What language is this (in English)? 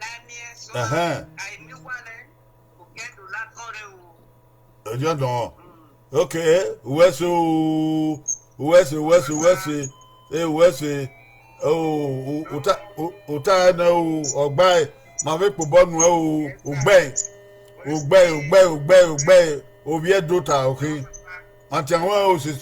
Bini